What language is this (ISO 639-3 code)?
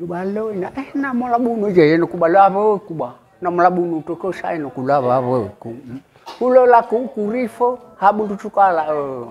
nia